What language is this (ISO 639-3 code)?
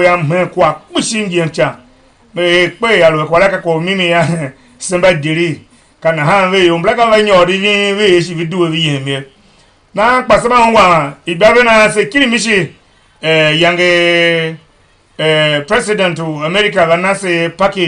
tiv